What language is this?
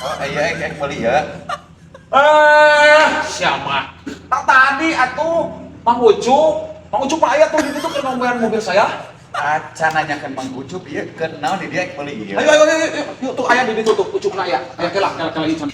Sundanese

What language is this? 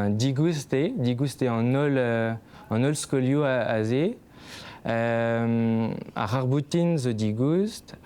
Breton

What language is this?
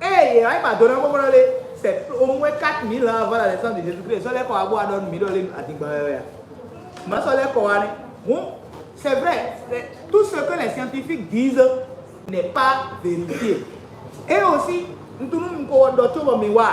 Fon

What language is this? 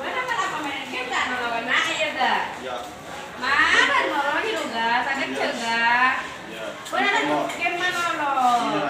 Madurese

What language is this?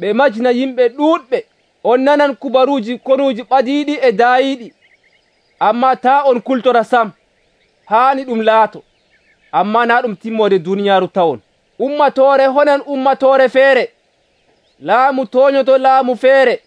Nigerian Fulfulde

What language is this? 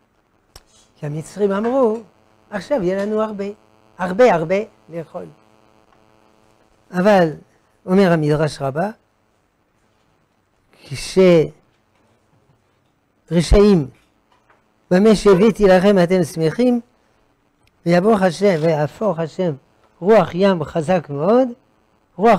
Hebrew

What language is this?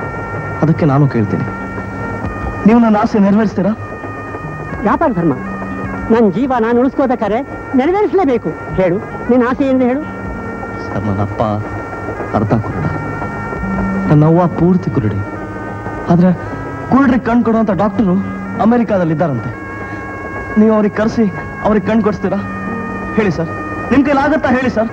Kannada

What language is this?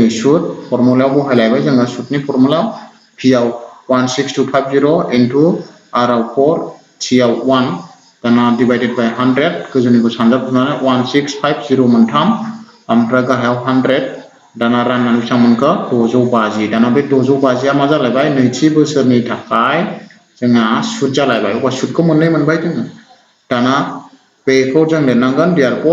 Bodo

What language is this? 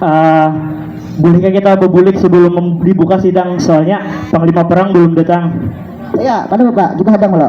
Banjar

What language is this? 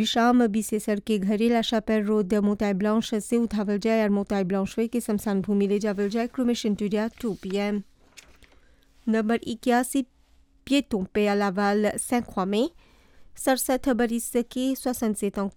Bhojpuri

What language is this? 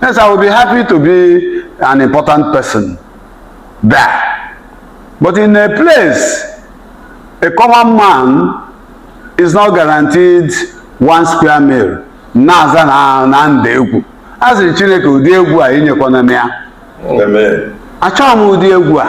Igbo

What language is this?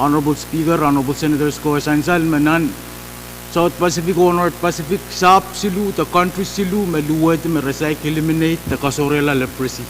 Pohnpeian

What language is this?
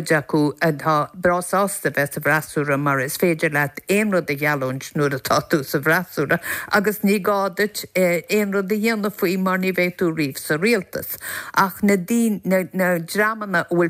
Irish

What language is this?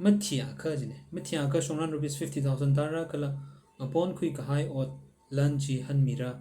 Tangkhul Naga (India)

